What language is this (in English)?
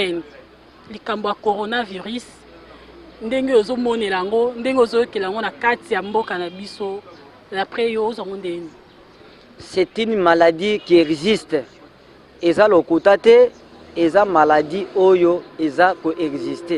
Lingala